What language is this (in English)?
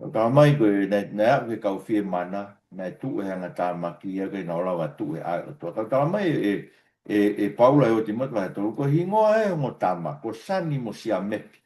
Tongan